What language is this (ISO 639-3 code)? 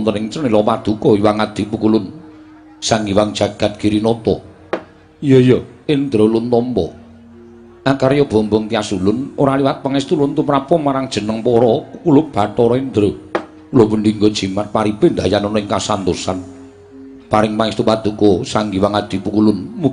jav